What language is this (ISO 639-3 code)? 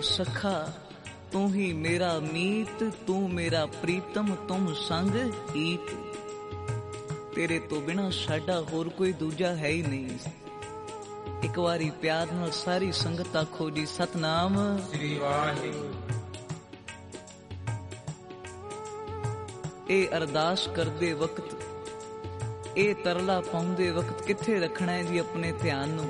pan